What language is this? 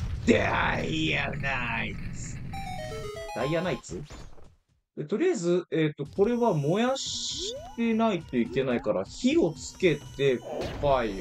Japanese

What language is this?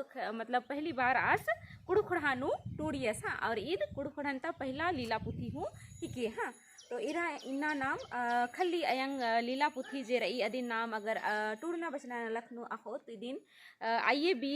Kurukh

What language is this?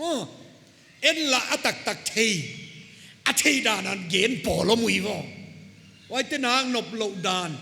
Paite Chin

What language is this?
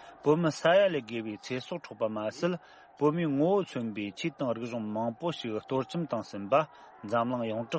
Tibetan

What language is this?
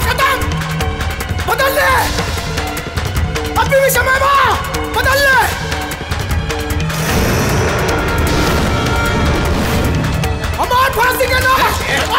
Bhojpuri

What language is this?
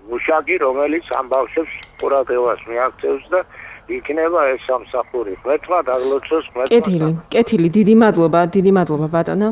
Georgian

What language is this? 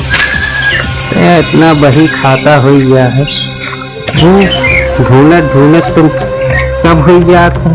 Awadhi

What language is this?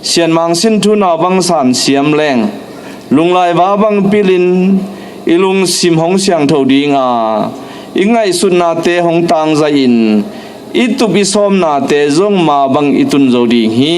Tedim Chin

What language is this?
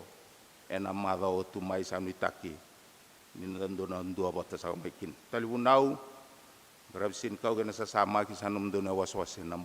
Fijian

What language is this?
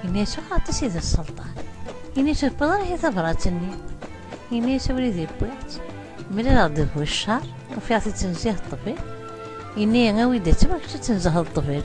Kabyle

